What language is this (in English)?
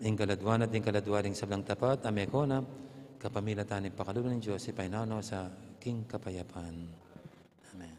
Pampanga